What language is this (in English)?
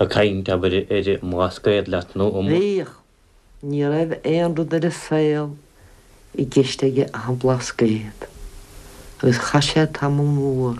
Irish